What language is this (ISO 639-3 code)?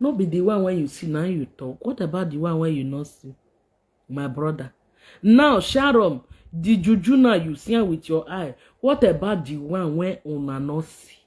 pcm